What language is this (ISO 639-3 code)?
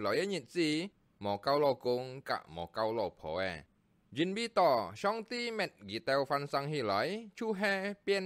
hak